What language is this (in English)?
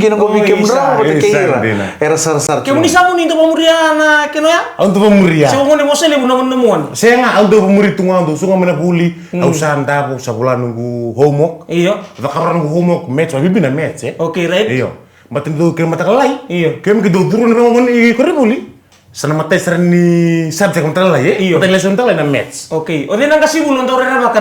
Fijian